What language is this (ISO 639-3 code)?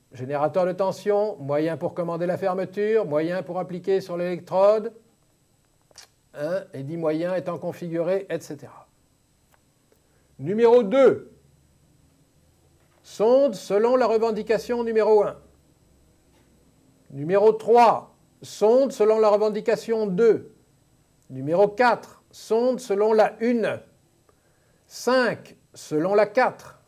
fra